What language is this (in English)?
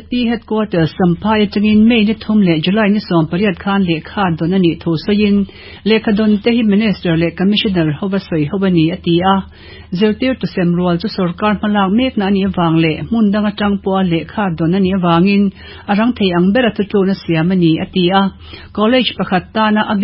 Mizo